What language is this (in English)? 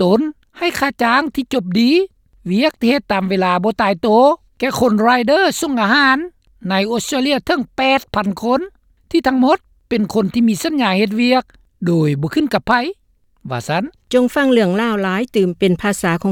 Lao